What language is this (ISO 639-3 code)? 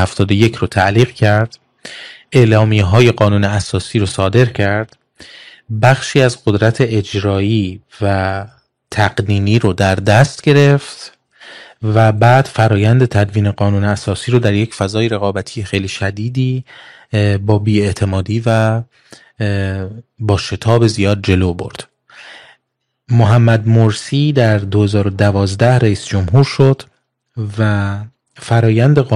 fas